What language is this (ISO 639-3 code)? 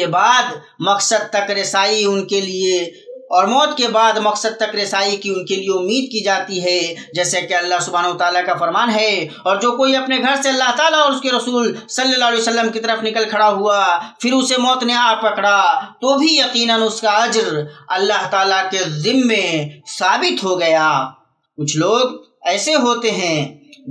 urd